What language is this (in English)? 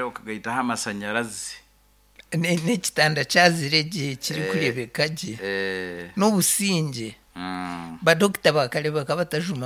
Nyankole